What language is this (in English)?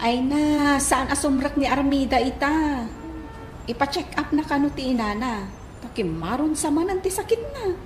Iloko